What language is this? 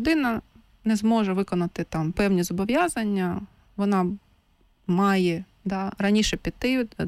Ukrainian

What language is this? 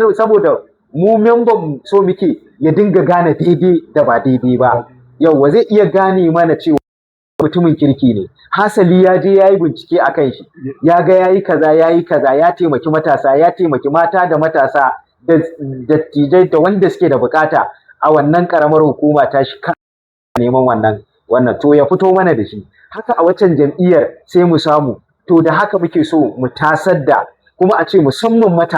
Hausa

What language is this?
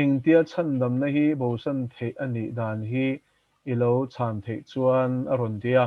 Mizo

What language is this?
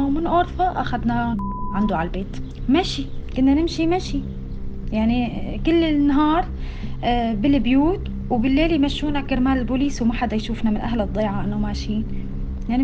North Levantine Arabic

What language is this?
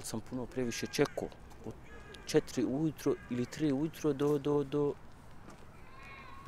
Bosnian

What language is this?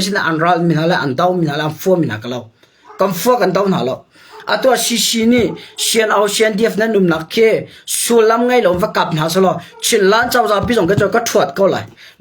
Hakha Chin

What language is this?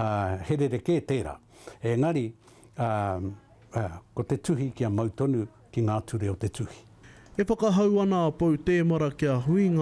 Māori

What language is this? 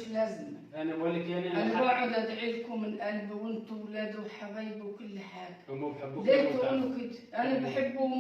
Egyptian Arabic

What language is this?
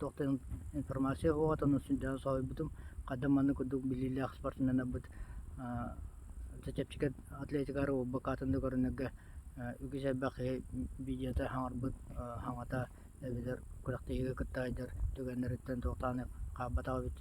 Yakut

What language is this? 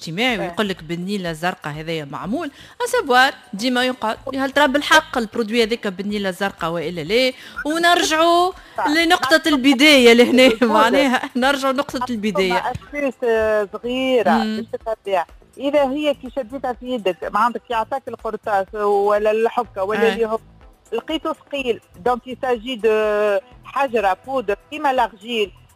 Tunisian Arabic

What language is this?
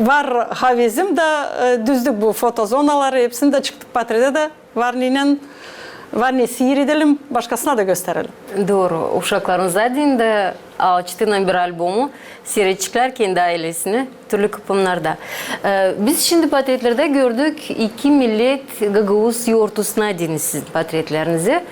Gagauz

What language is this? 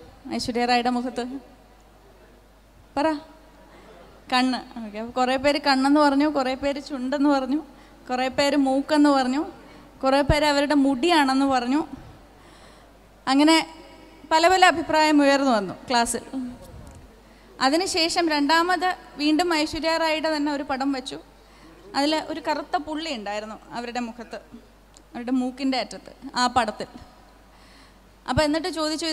Malayalam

